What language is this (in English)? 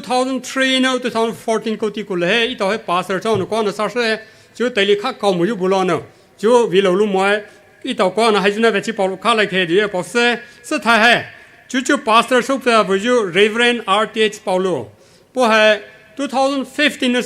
Poumei Naga